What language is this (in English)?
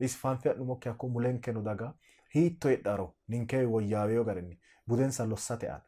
Sidamo